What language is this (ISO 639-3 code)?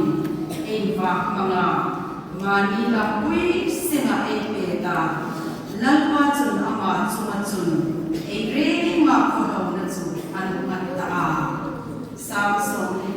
hmr